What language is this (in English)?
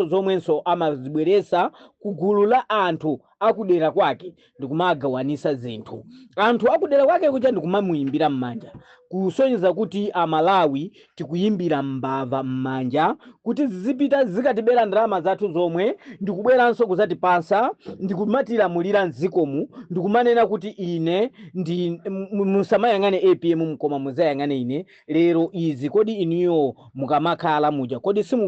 Nyanja